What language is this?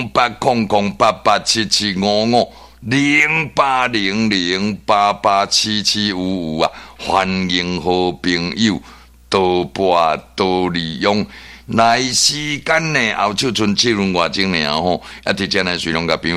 Min Nan Chinese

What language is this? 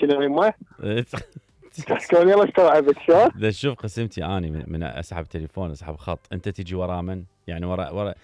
Mesopotamian Arabic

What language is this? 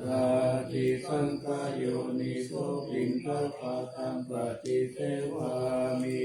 Pali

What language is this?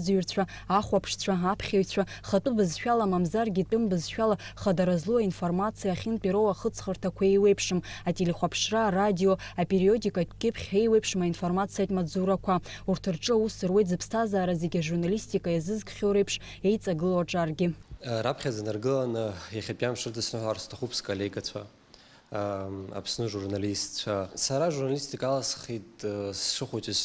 Abkhazian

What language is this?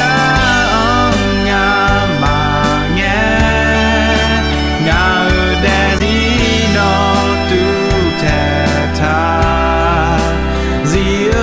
Akha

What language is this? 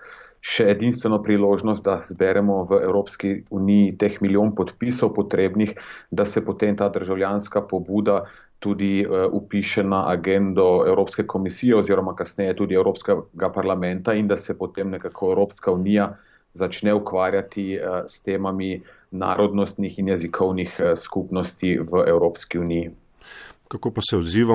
Slovenian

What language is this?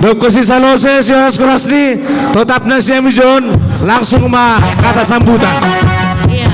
Batak Simalungun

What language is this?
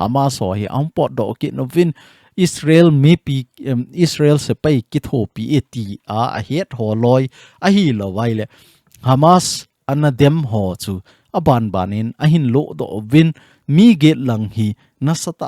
Thado Chin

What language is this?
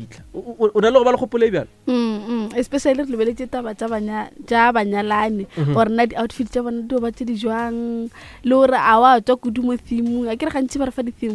Northern Sotho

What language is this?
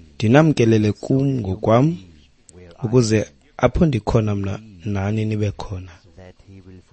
Xhosa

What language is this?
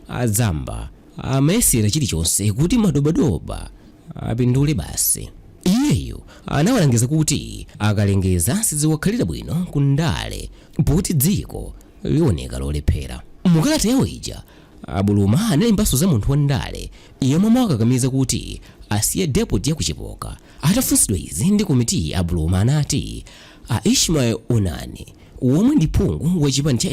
Nyanja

